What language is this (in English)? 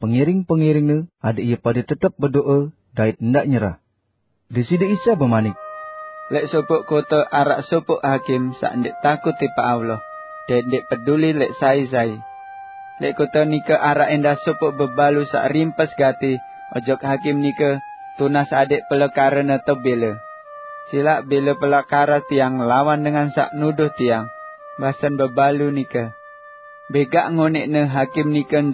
Sasak